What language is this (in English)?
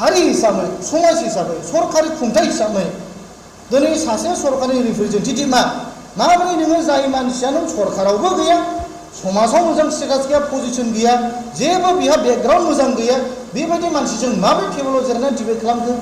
Bodo